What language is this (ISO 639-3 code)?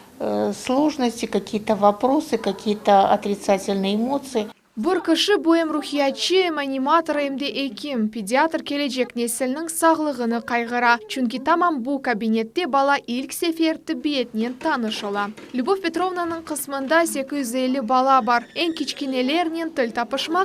crh